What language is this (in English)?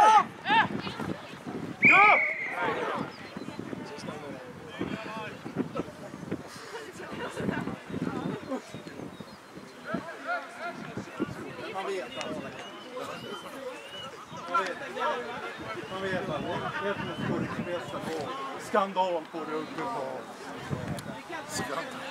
Swedish